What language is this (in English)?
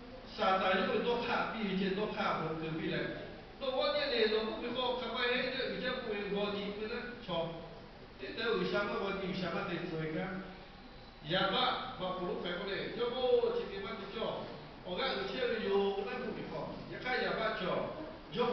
Lahu